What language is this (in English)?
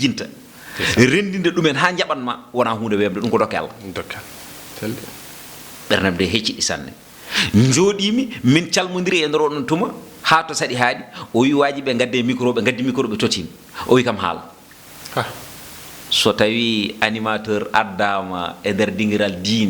Fula